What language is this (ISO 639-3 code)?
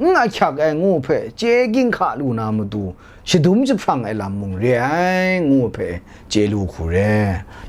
kac